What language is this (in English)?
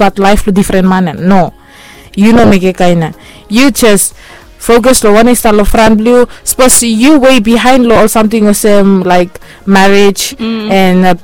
Bislama